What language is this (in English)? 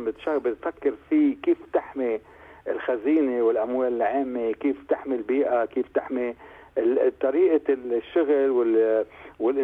North Levantine Arabic